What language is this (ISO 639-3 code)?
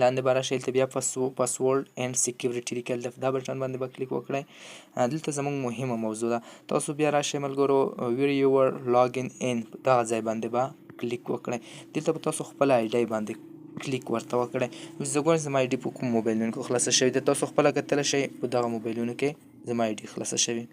pus